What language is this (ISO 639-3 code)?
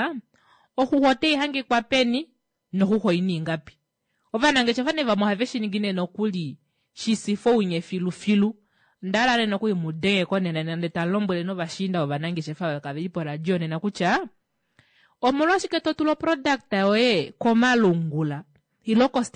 kua